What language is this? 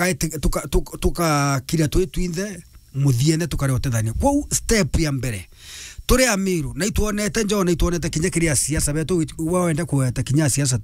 Meru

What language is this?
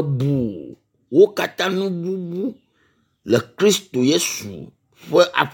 Ewe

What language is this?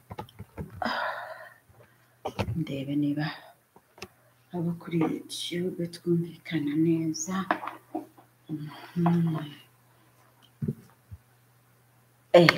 Kinyarwanda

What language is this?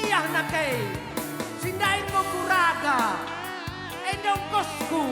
Batak Karo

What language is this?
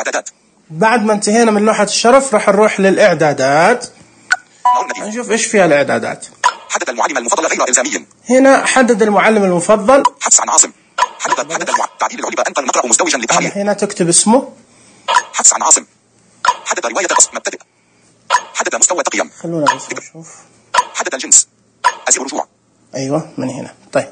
Najdi Arabic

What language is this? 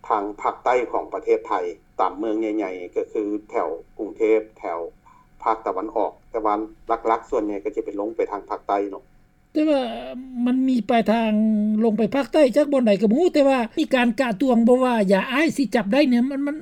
Lao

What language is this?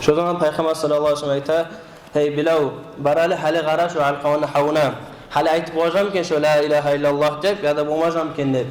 Kumyk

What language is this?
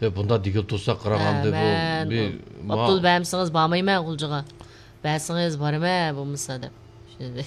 Uyghur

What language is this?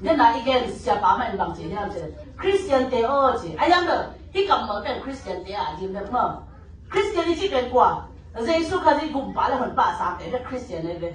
Tedim Chin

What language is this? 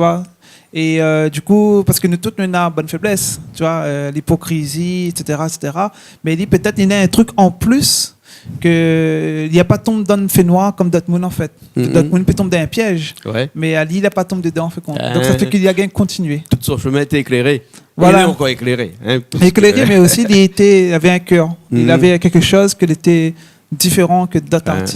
Réunion Creole French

